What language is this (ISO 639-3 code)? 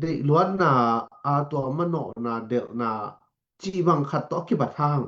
ctd